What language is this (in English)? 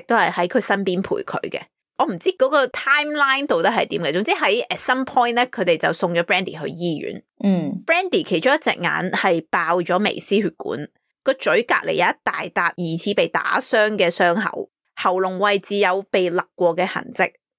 Cantonese